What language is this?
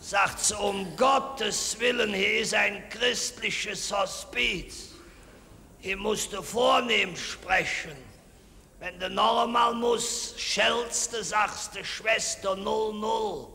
Colognian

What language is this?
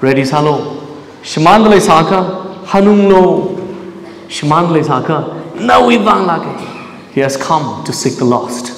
Tangkhul Naga (India)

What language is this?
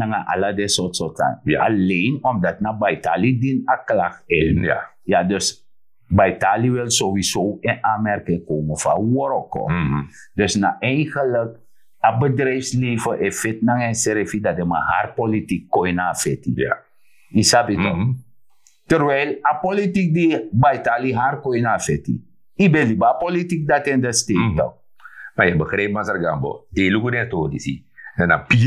Sranan Tongo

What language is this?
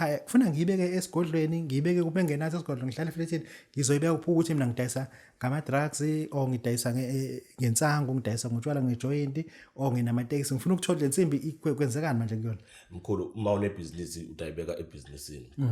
Zulu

